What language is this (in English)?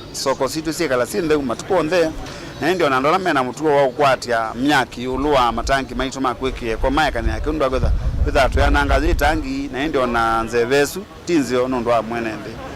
Kamba